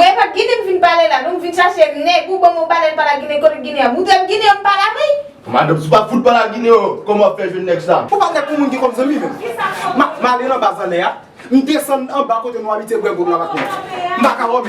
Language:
Haitian Creole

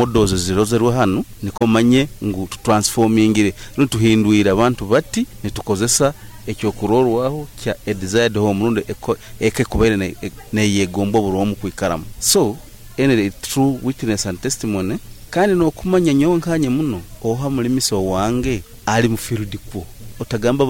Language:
Nyoro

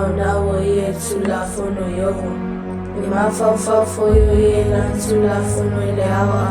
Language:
Samoan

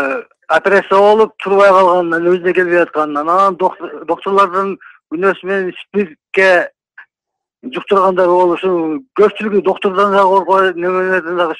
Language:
Kyrgyz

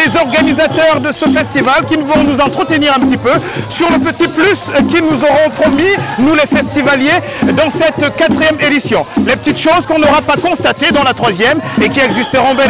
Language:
French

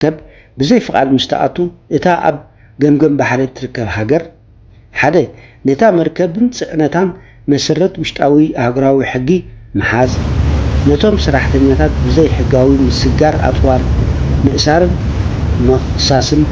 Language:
Tigrinya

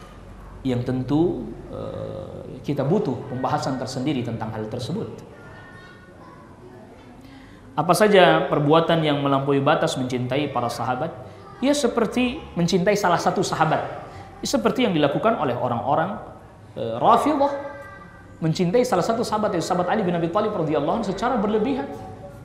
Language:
Indonesian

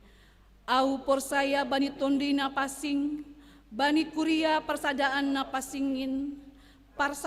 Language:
Batak Simalungun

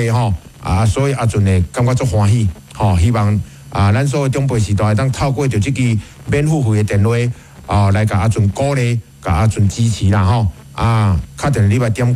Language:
Min Nan Chinese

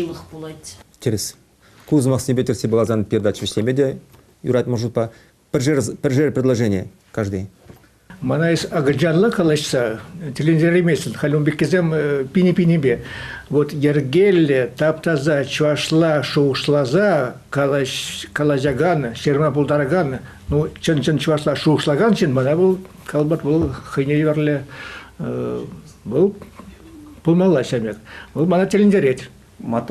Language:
Chuvash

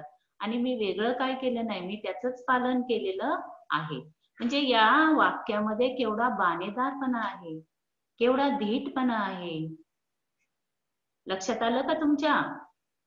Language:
Marathi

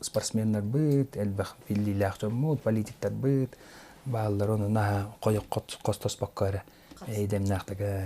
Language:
Yakut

